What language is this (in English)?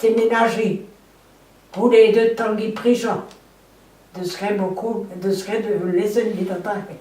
Breton